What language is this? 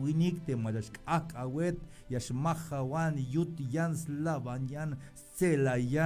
Tzeltal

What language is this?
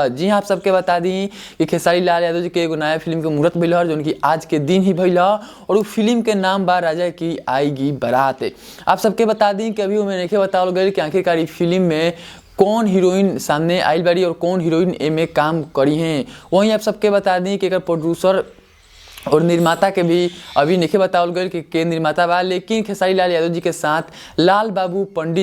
Bhojpuri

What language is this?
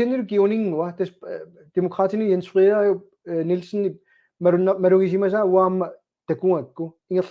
Kalaallisut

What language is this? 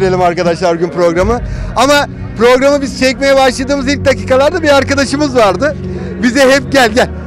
Turkish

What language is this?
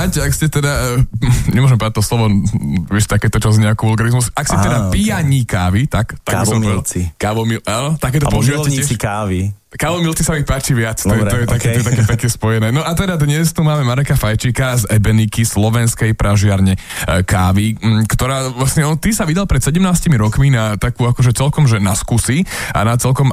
Slovak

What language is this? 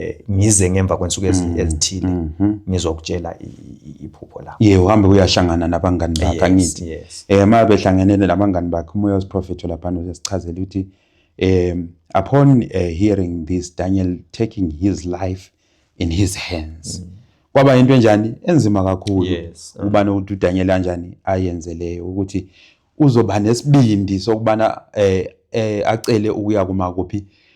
Zulu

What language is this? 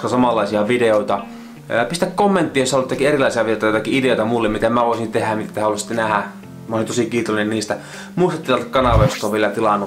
Finnish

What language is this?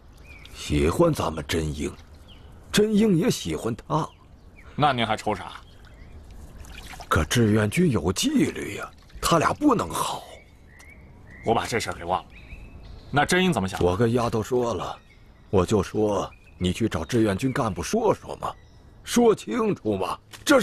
Chinese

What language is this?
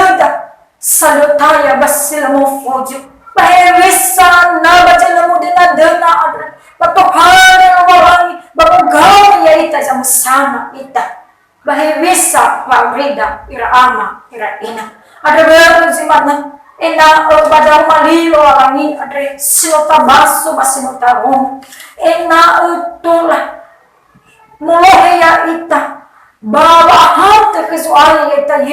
Nias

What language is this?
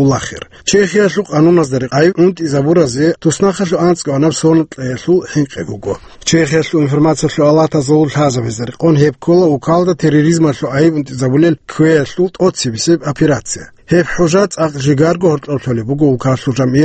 Avaric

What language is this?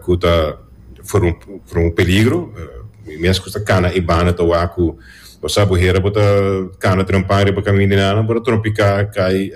Papiamento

